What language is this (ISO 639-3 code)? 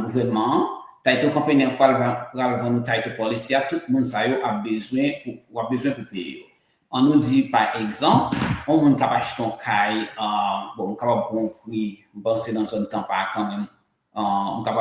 hat